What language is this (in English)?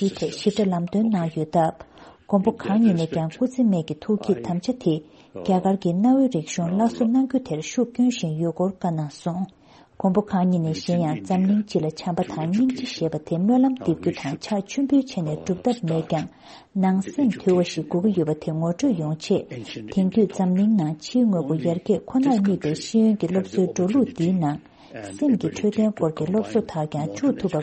Tibetan